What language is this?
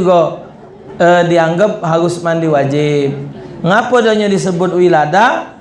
Musi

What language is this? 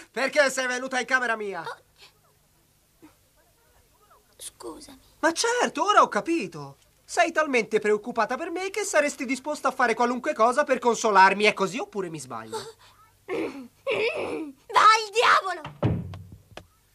Italian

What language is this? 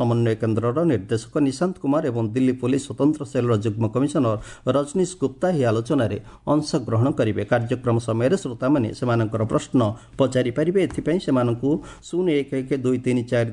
Odia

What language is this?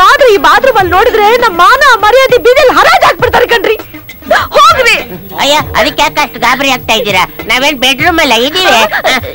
Kannada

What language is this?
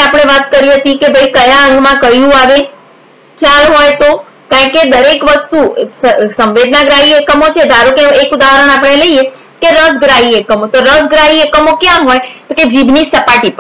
Gujarati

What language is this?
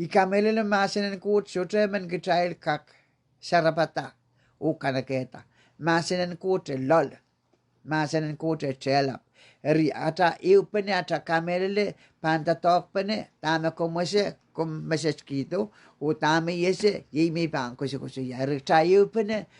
Pohnpeian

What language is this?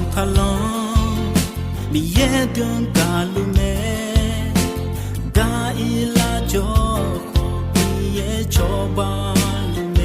Akha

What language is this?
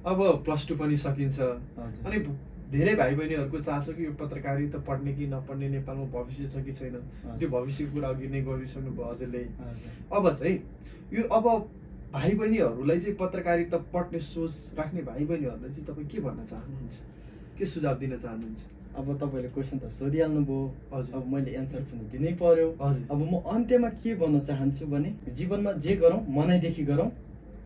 Nepali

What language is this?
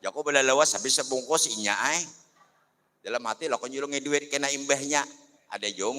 Banjar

